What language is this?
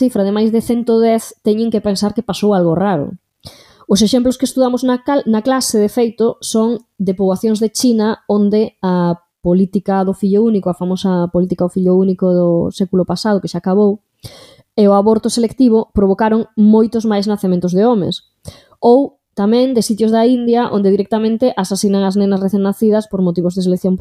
Galician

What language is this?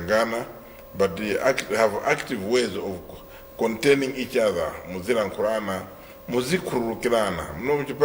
Nyanja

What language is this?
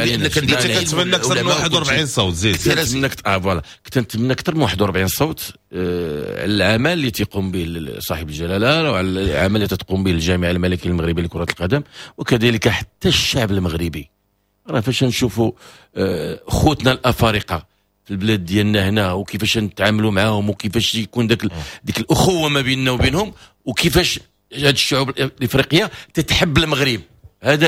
Moroccan Arabic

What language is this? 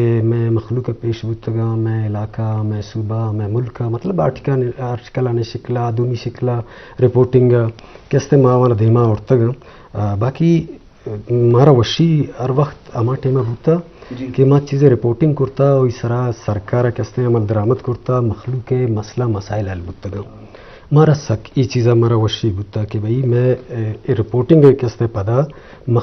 Eastern Balochi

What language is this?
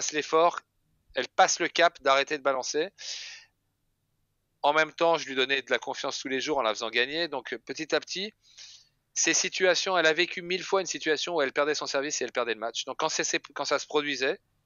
French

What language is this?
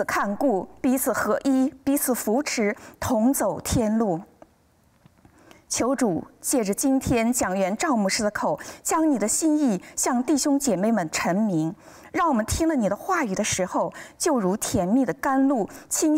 Chinese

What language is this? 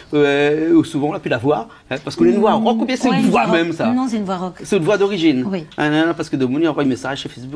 Réunion Creole French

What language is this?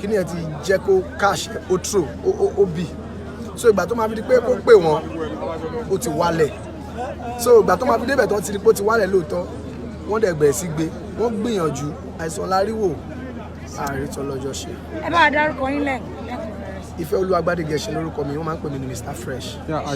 Yoruba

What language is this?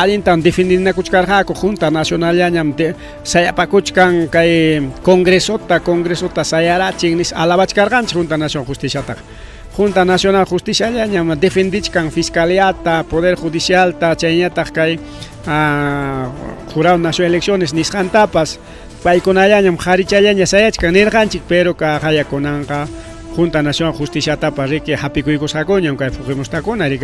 Ayacucho Quechua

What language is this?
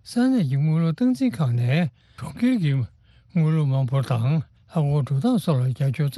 Tibetan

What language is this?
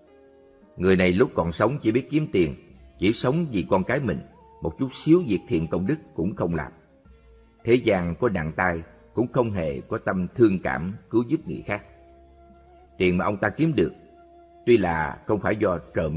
Vietnamese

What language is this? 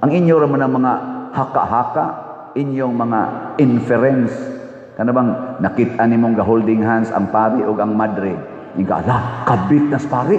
Cebuano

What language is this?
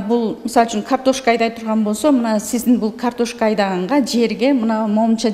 Kyrgyz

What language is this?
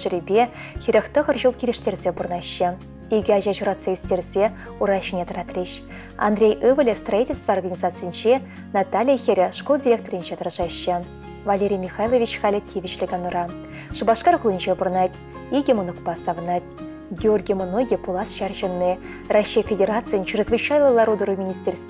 Chuvash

